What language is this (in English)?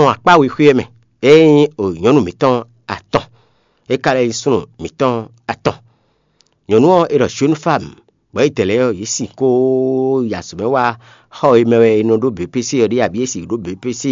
Fon